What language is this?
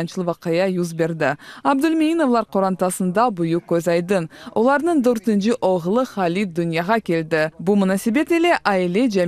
Crimean Tatar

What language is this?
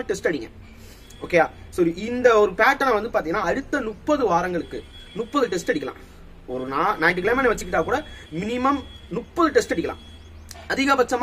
Tamil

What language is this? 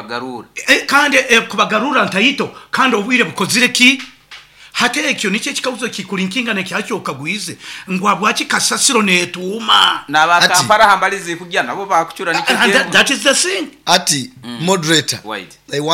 Nyankole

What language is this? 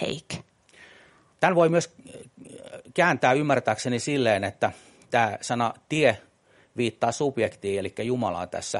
Finnish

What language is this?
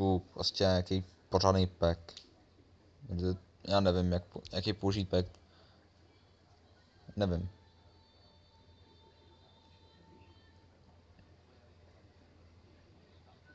Czech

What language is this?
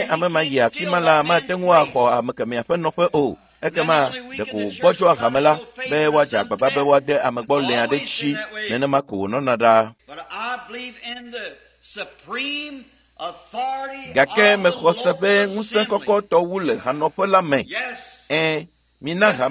Ewe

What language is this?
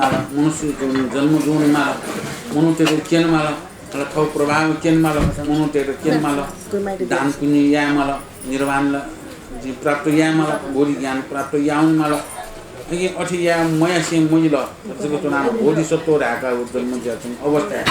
Newari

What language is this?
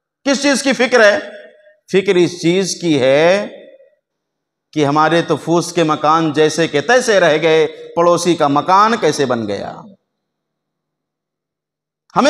Hindi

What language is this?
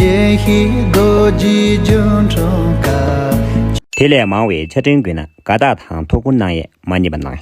Tibetan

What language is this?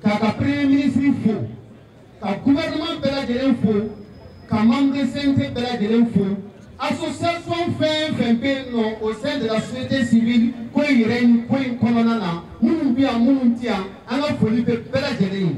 Bambara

